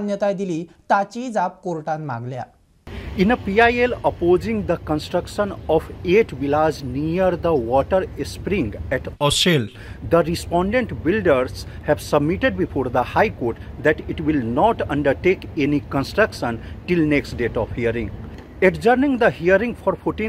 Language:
Konkani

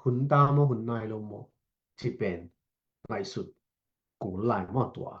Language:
Tedim Chin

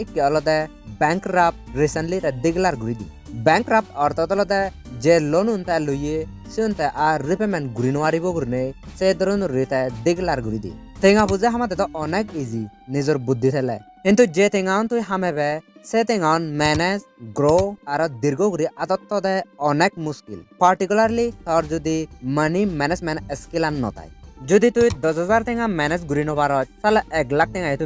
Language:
Chakma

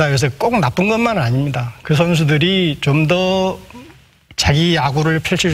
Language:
Korean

